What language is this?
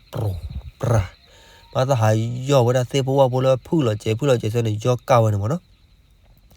S'gaw Karen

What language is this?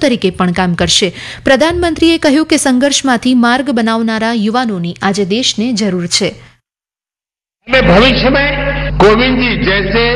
Gujarati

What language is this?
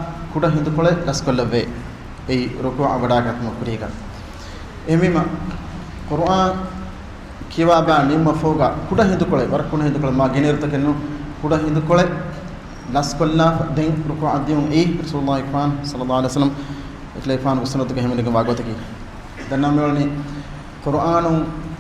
Divehi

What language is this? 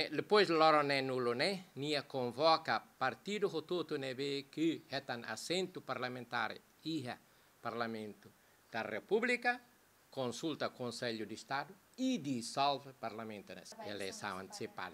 Tetum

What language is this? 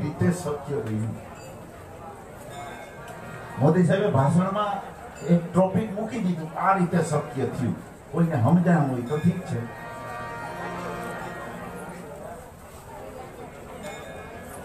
Gujarati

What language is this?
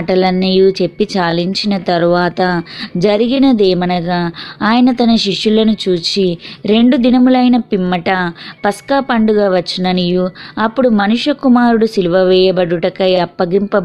Telugu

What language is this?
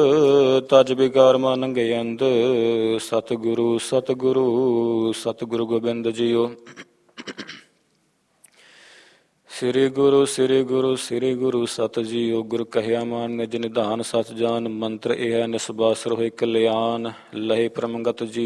Punjabi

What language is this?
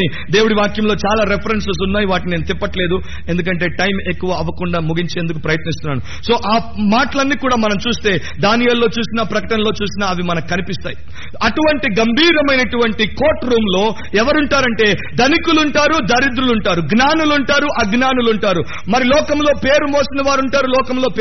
Telugu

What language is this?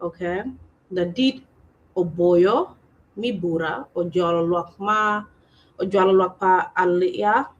Acoli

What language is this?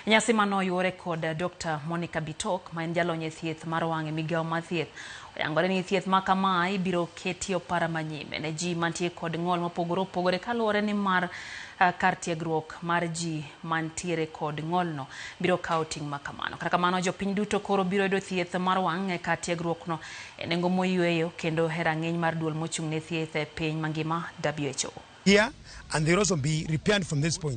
Luo (Kenya and Tanzania)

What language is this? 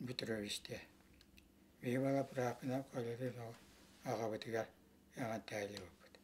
Yakut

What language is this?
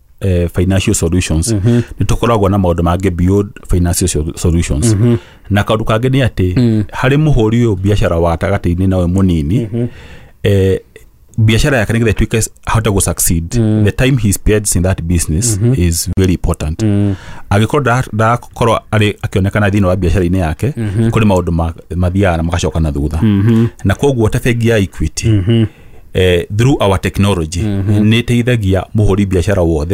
Kikuyu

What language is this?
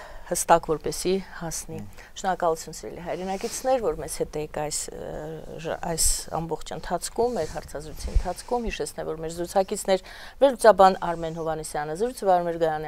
Armenian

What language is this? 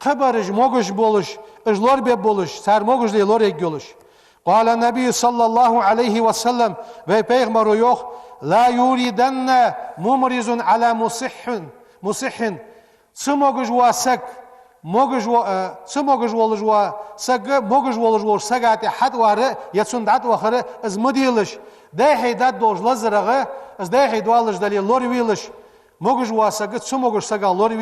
Ingush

